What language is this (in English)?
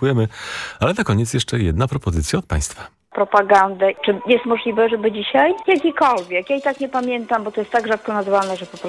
Polish